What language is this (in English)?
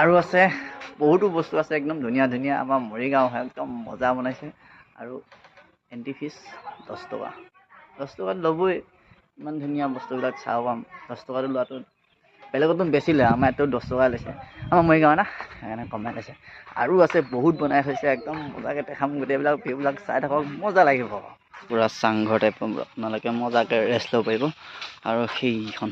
Assamese